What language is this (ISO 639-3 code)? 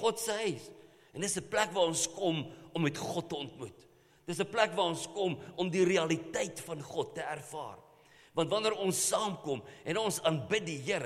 afr